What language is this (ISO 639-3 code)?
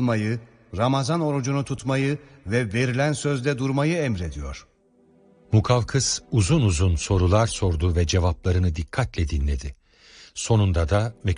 tur